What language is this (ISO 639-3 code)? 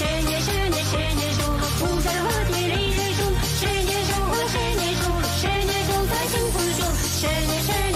chv